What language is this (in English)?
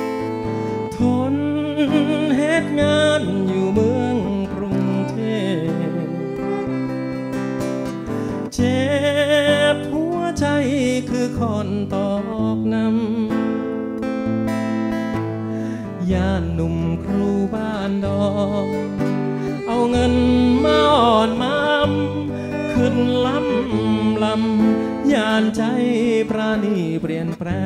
Thai